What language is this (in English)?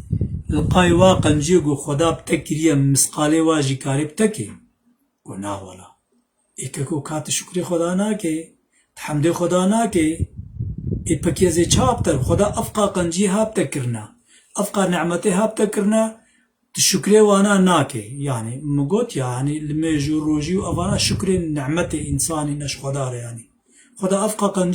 Kurdish